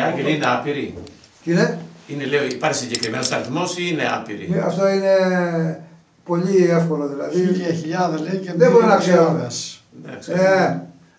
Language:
Greek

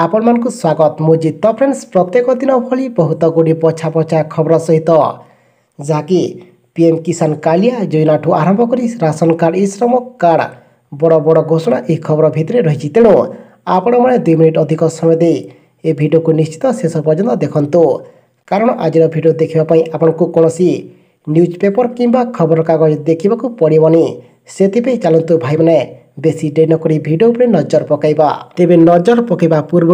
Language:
Odia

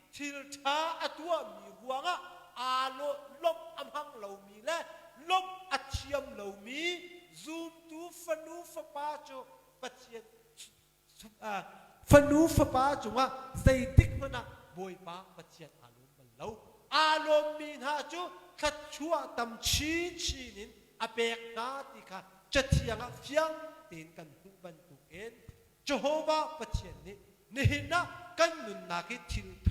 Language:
Hakha Chin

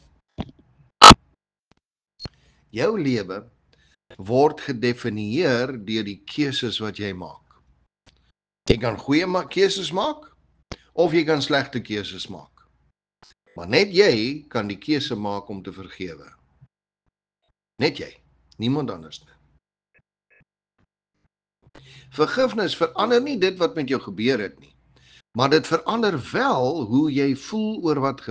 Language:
Afrikaans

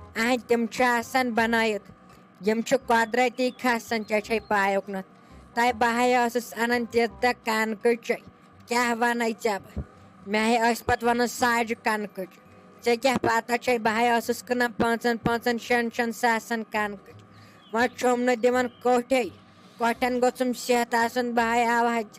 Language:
Kashmiri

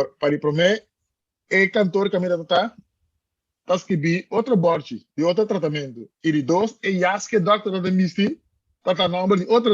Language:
Papiamento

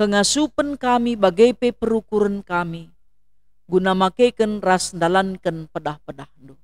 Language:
Batak Karo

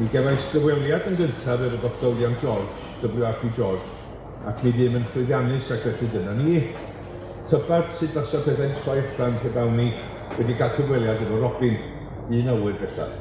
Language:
Welsh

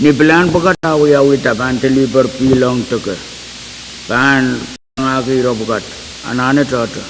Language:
Pohnpeian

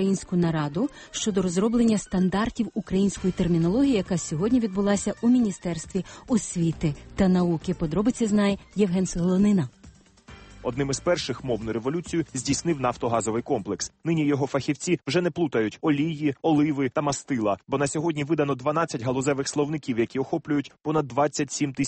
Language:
Ukrainian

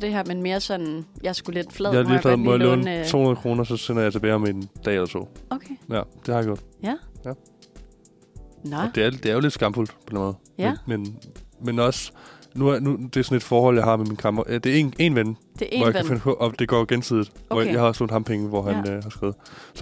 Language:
Danish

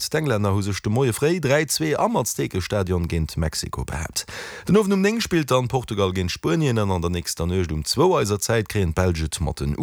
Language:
Luxembourgish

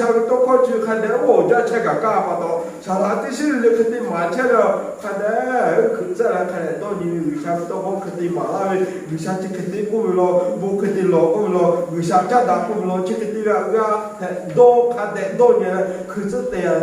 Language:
Lahu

